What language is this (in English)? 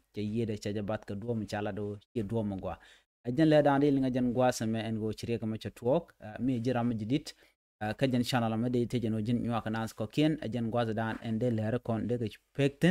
Nuer